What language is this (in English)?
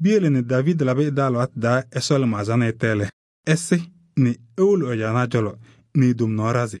Kabiyè